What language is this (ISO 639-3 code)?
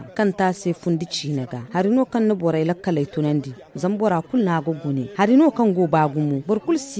dje